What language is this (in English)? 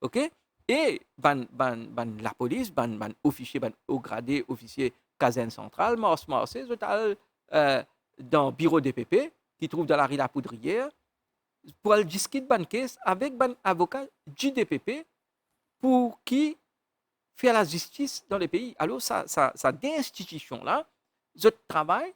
Morisyen